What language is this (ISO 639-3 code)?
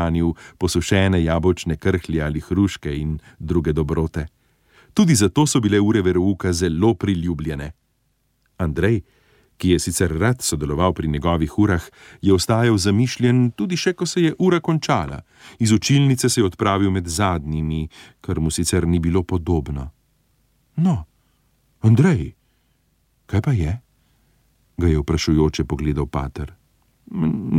slv